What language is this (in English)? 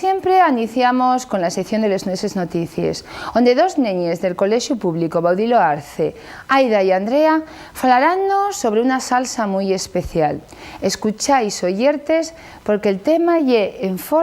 Asturian